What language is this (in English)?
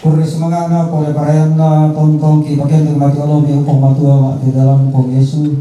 Toraja-Sa'dan